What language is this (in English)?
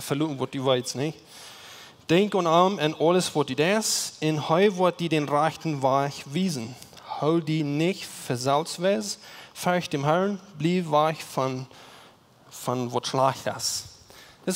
Plautdietsch